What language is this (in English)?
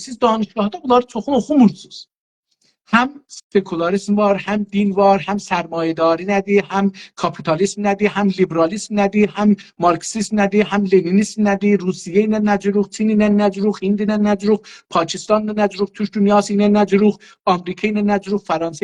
South Azerbaijani